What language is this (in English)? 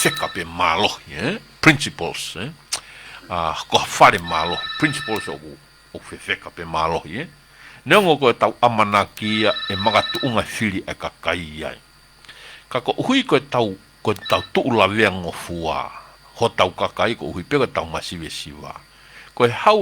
Tongan